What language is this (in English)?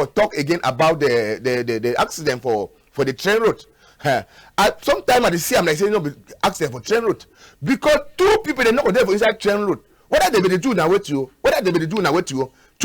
Cameroon Pidgin